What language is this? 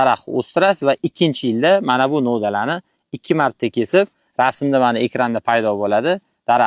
Uzbek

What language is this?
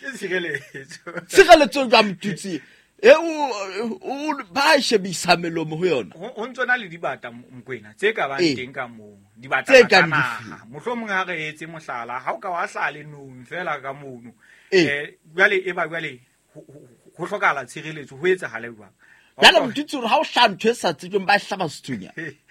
Southern Sotho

